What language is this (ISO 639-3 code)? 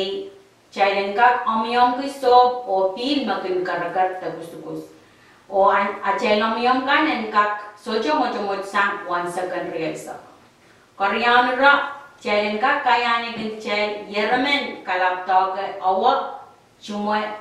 pon